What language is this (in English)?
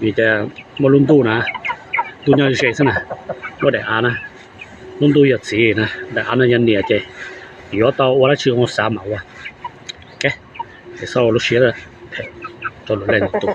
Hmong